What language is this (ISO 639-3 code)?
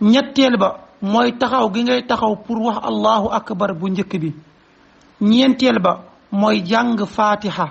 wol